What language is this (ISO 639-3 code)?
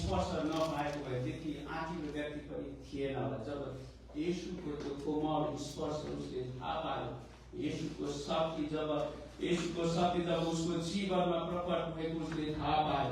nep